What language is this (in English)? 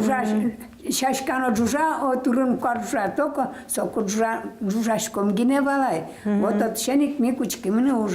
Udmurt